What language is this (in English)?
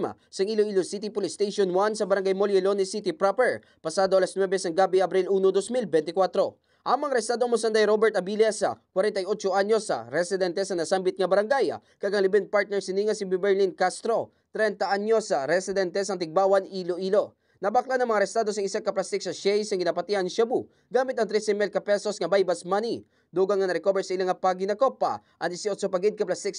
Hiligaynon